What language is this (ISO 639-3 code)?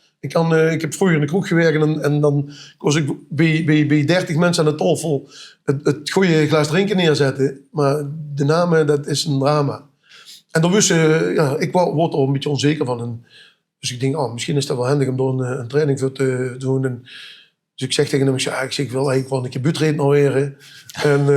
lim